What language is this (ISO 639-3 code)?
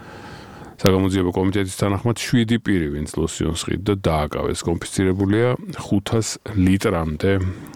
kat